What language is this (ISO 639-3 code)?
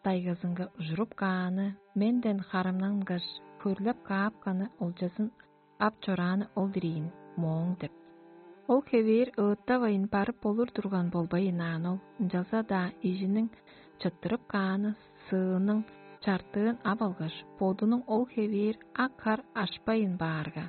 tyv